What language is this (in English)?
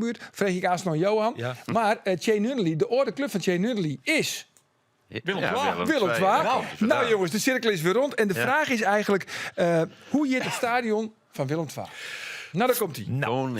Western Frisian